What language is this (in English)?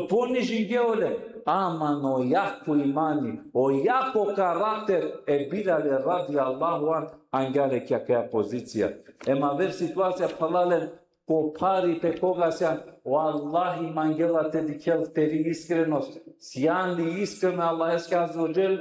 Balkan Romani